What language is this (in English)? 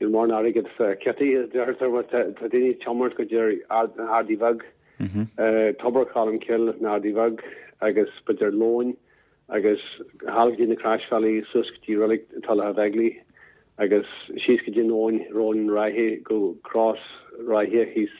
Irish